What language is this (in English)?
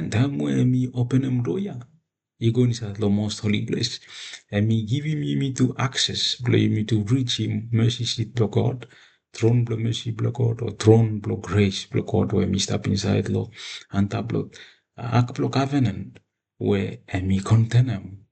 Bislama